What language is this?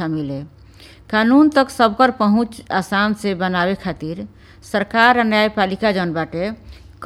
Bhojpuri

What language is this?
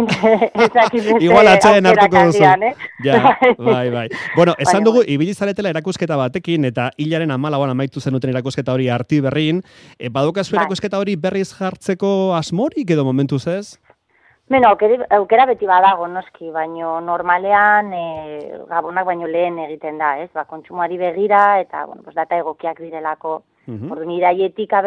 Basque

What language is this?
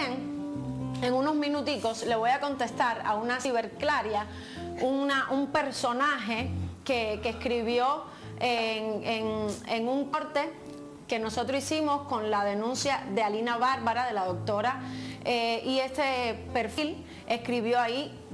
Spanish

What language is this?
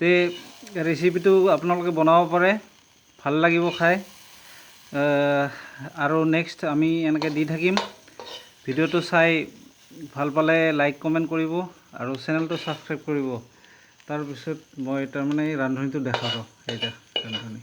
Assamese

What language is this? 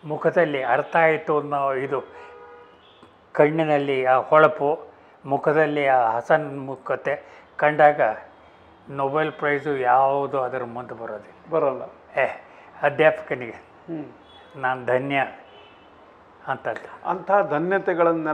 Kannada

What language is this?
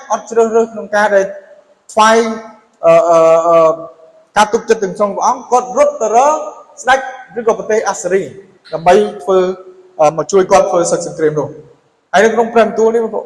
Khmer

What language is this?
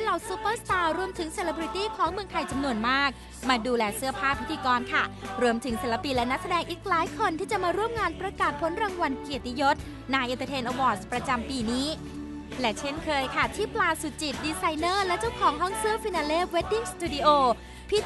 Thai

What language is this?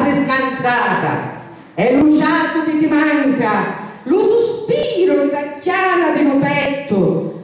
Sicilian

